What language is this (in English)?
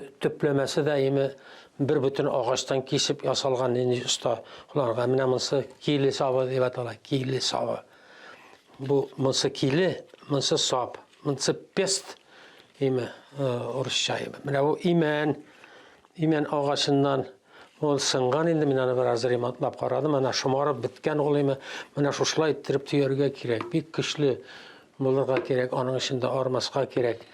Tatar